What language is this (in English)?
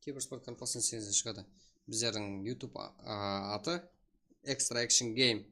Kara-Kalpak